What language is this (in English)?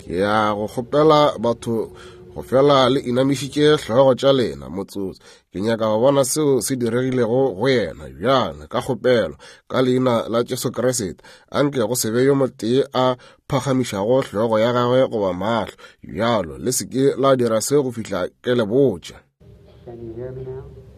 Northern Sotho